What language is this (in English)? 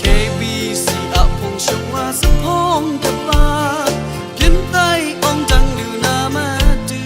Kachin